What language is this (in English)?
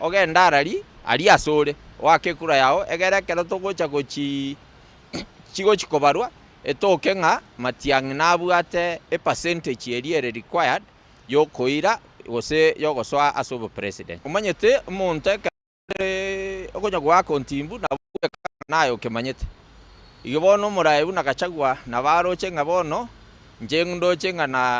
Gusii